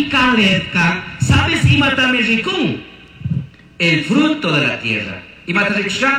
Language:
Chimborazo Highland Quichua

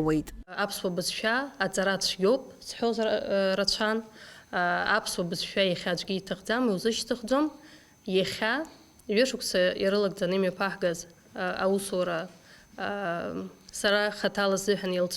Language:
Abkhazian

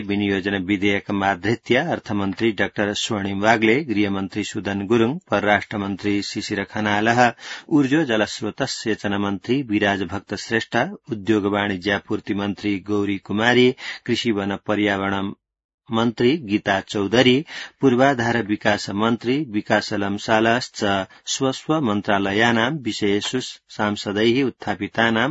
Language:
Sanskrit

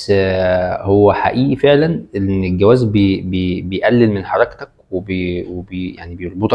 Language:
Egyptian Arabic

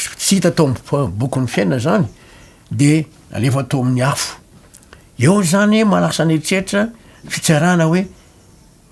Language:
Malagasy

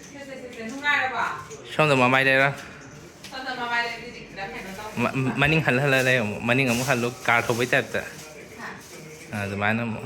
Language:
Manipuri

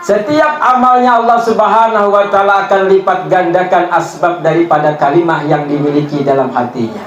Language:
Banjar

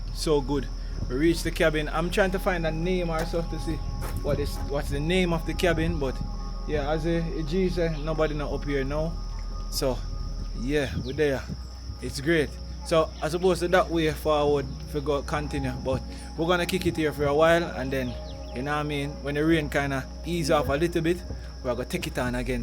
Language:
Jamaican Creole English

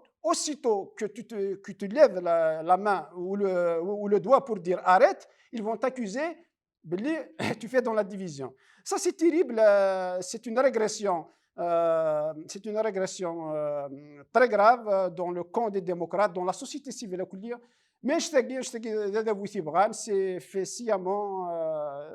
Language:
Kabyle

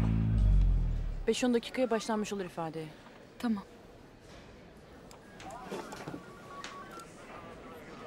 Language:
Turkish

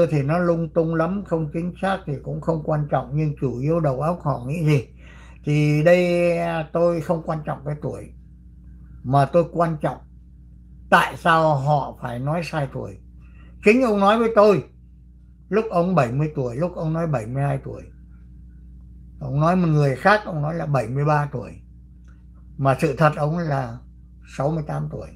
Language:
Vietnamese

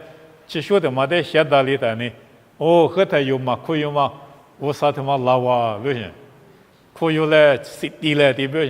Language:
Lisu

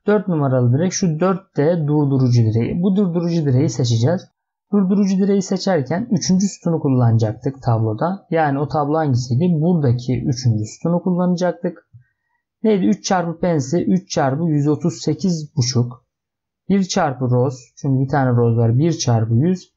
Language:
Turkish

